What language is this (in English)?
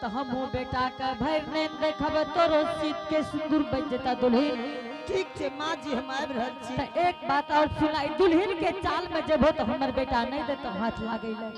Angika